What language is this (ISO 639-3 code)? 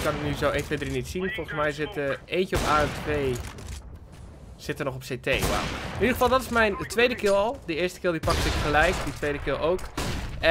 nld